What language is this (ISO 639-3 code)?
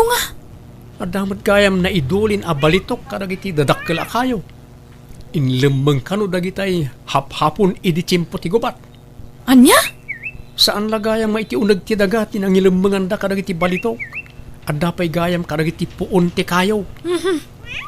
ilo